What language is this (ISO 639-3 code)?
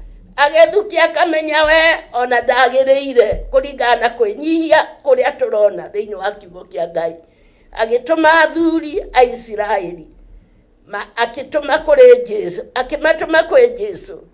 kik